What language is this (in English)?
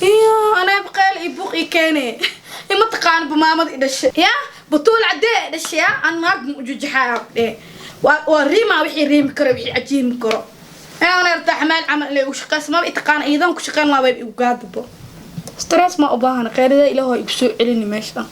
Somali